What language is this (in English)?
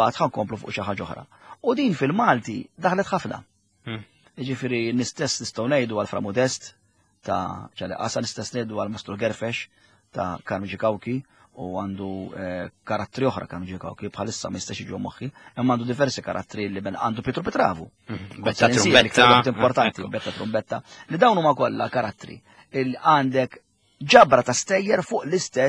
Maltese